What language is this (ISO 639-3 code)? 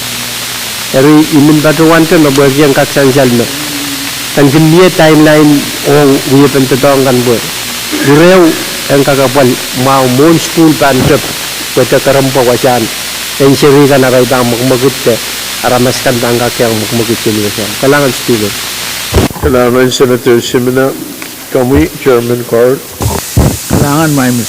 pon